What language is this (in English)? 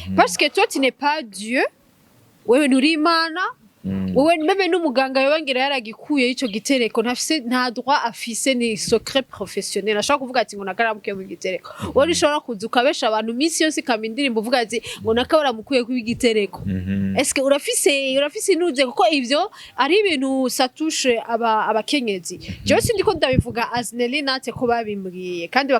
Rundi